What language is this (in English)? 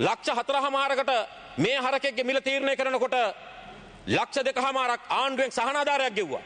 Sinhala